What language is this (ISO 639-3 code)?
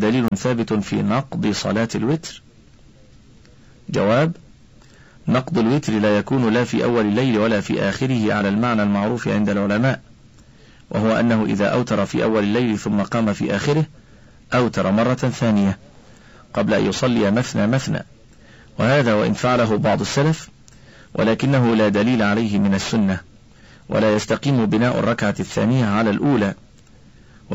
ara